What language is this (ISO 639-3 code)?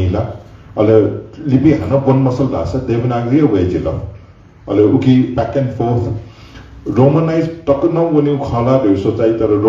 new